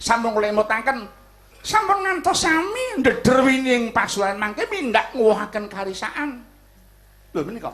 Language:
Javanese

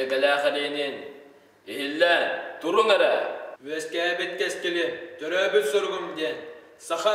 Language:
Yakut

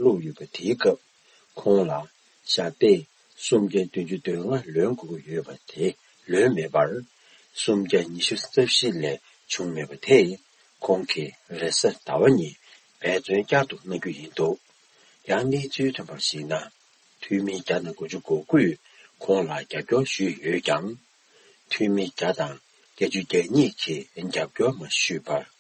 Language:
Tibetan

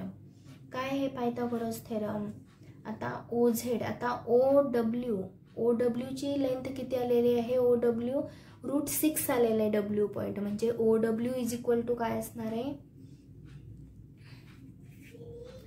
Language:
Marathi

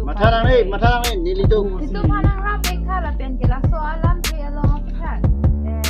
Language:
Karbi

